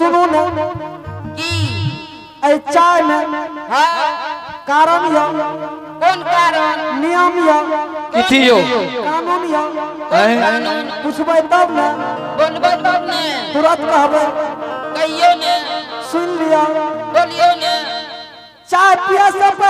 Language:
Angika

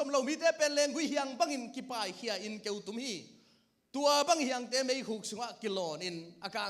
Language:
Tedim Chin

